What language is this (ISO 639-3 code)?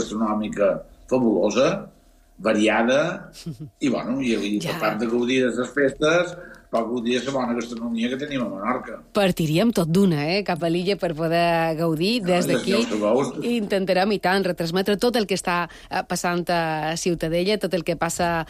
cat